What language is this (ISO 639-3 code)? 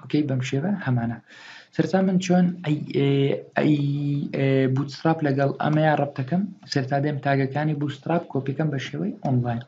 ckb